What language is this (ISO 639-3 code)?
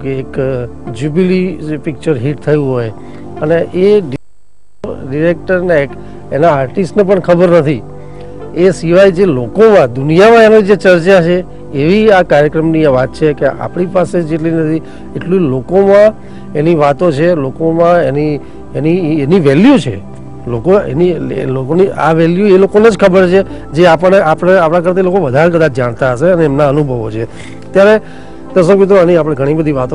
guj